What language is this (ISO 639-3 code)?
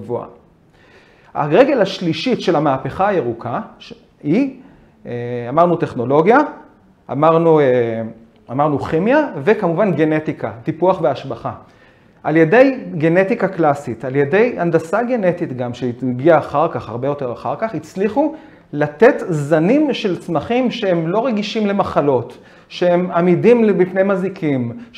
heb